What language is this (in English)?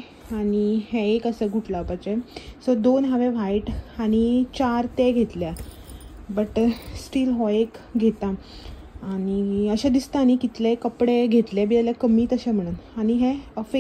Konkani